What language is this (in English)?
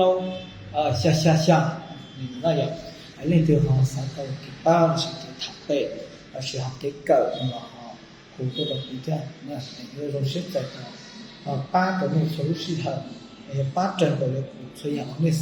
Hmong